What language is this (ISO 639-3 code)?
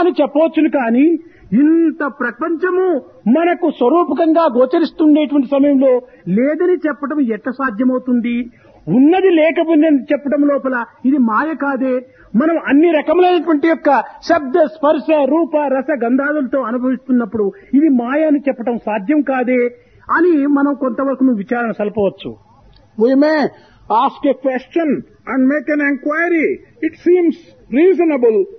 tel